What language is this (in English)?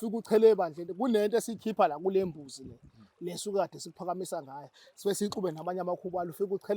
Zulu